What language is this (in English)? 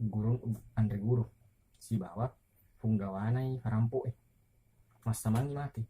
Buginese